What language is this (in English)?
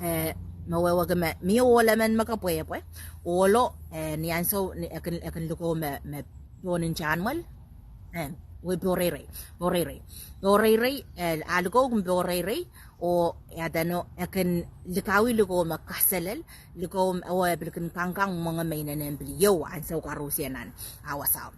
Pohnpeian